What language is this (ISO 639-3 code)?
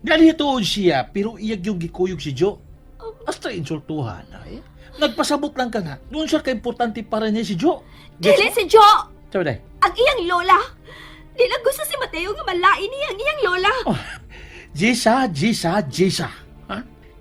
ceb